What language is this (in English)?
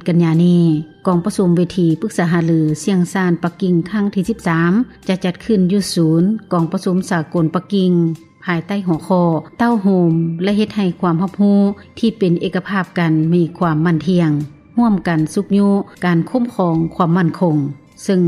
Lao